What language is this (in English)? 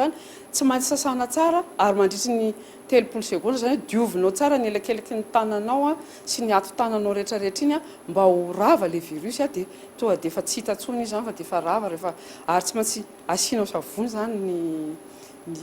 Malagasy